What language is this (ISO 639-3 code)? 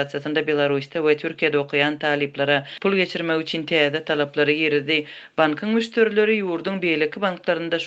tuk